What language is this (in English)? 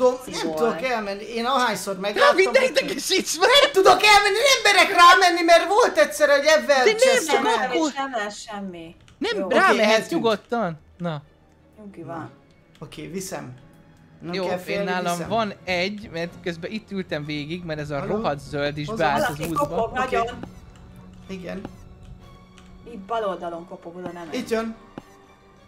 Hungarian